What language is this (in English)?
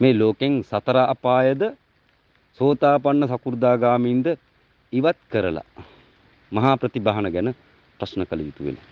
Sinhala